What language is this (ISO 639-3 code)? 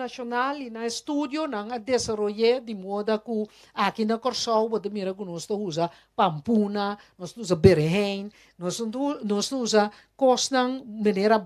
pap